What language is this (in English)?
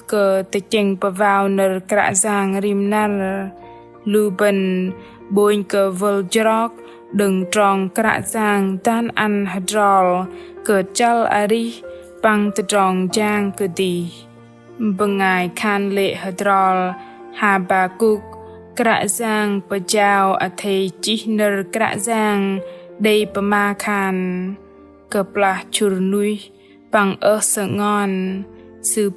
Bahnar